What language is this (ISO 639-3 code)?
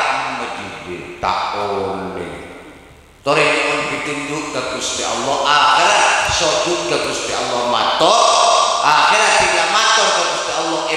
mad